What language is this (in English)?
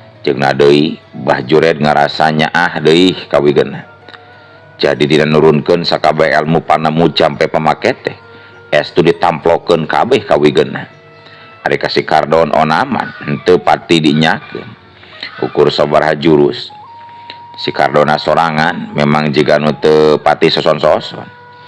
Sundanese